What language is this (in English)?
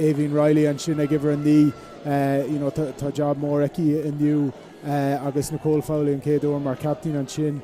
Irish